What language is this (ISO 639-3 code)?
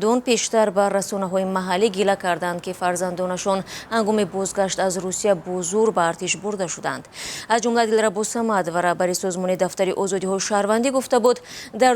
tgk